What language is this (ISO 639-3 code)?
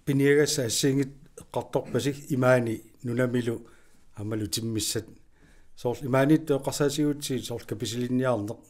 kal